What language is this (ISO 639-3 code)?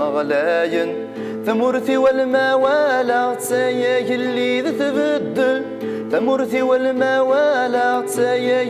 kab